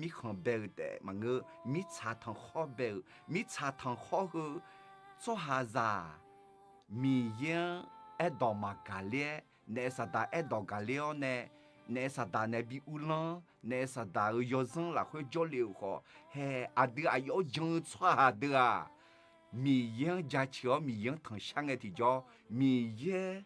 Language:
Akha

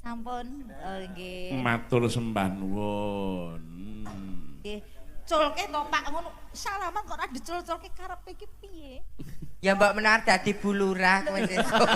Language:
Javanese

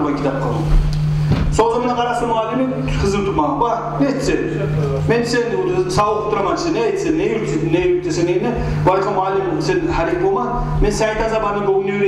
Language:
Kumyk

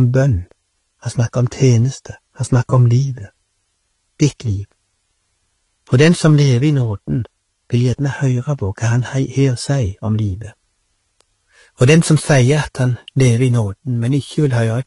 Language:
Norwegian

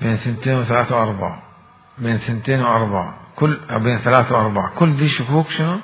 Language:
Mesopotamian Arabic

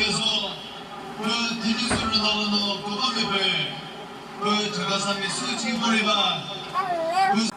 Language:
Chokri Naga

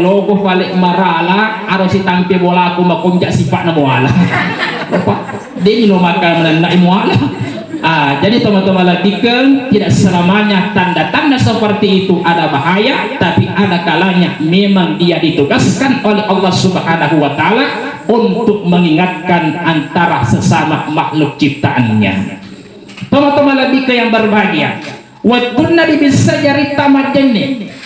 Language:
Buginese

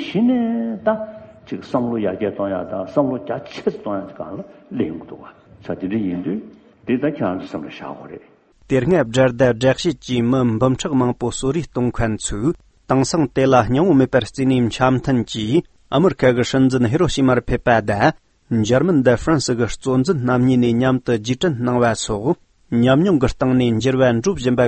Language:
Tibetan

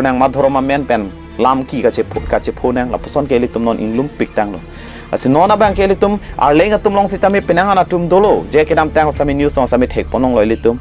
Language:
Karbi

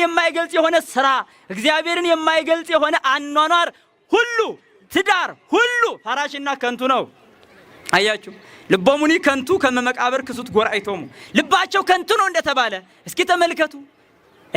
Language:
Amharic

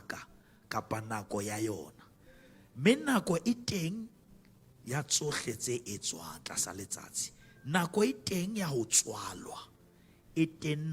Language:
Southern Sotho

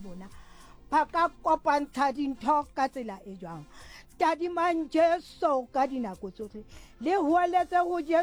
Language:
Southern Sotho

